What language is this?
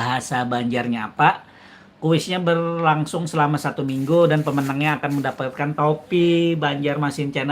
Banjar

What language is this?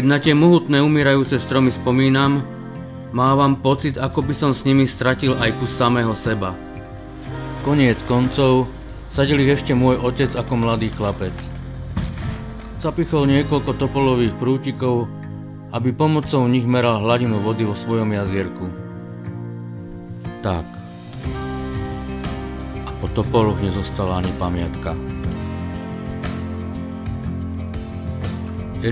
Slovak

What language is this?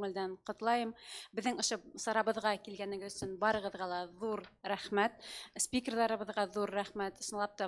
Bashkir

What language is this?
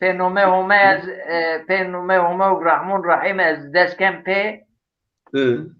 Zaza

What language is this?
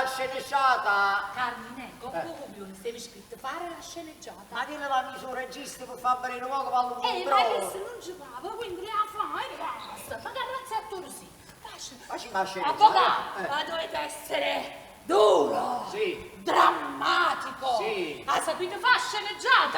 Neapolitan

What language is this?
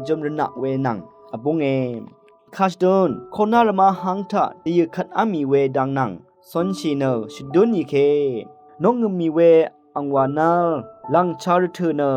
Rawang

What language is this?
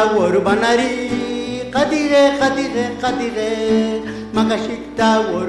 Poqomchi'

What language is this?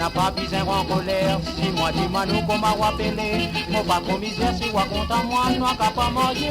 Morisyen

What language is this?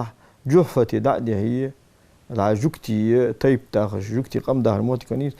Ingush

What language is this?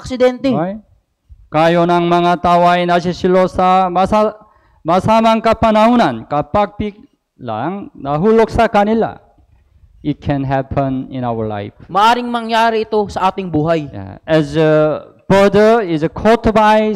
Filipino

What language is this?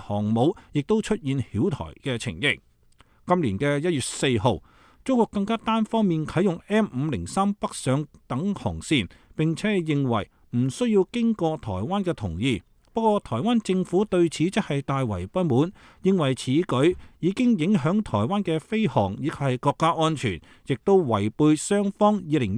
Cantonese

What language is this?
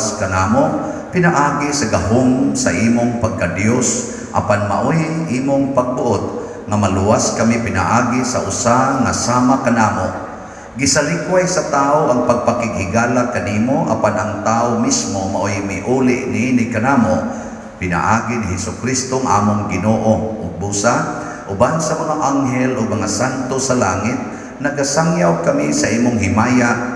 Cebuano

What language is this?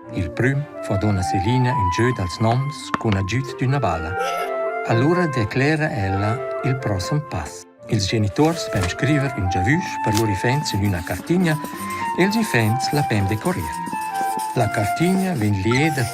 Romansh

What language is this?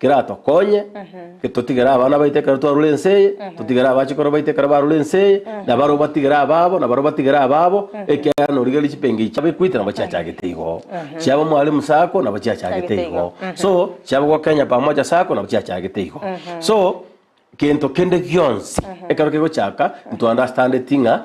Gusii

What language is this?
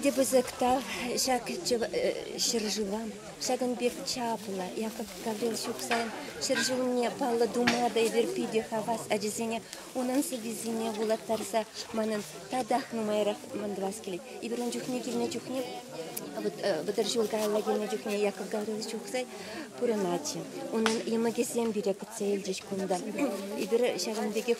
Chuvash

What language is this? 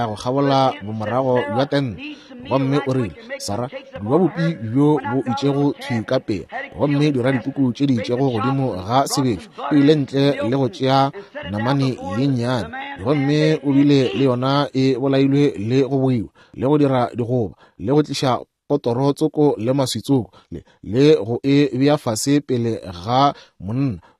Northern Sotho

